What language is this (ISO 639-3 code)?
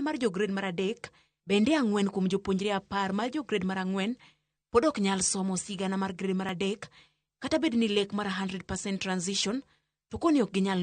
luo